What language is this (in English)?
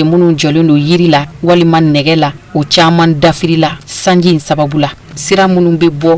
Bambara